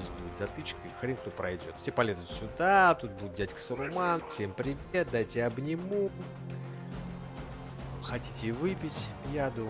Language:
Russian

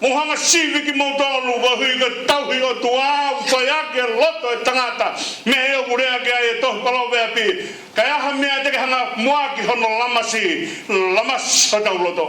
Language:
Tongan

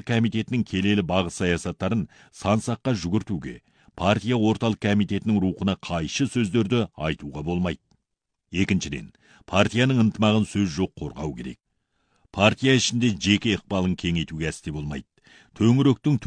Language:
Kazakh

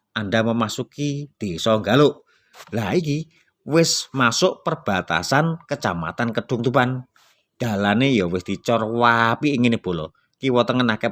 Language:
Javanese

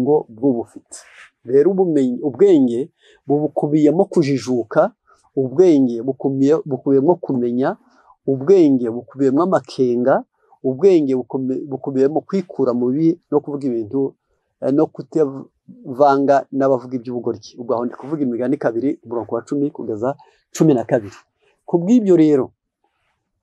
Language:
Kinyarwanda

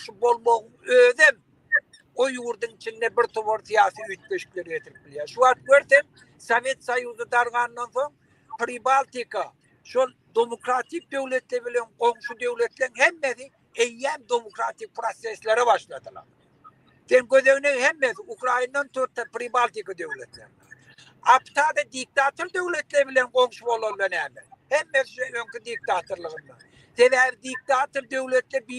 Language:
Turkmen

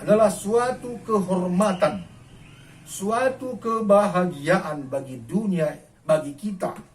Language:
Batak Karo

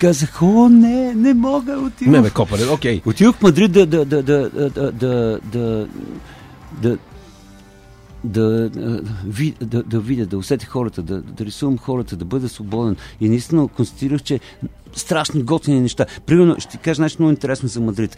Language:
Bulgarian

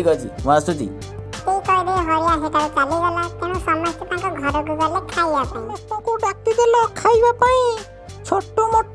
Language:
Odia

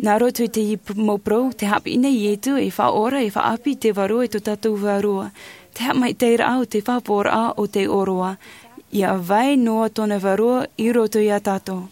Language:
Tahitian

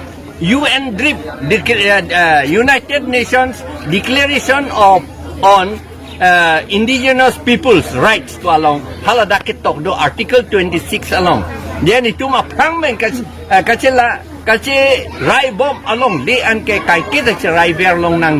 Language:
Karbi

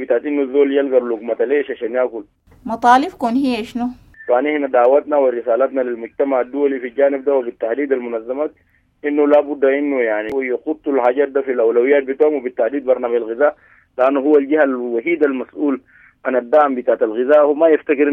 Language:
Sudanese Arabic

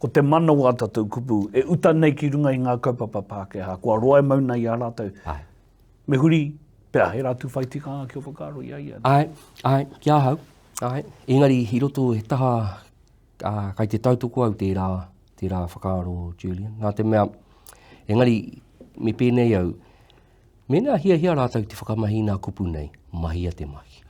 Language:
Māori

